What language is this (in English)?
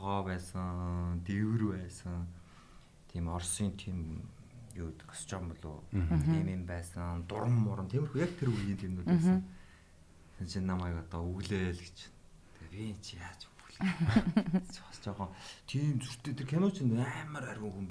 Mongolian